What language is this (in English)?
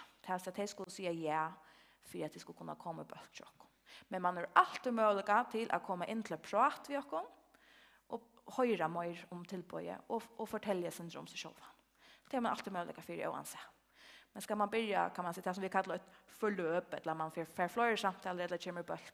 Faroese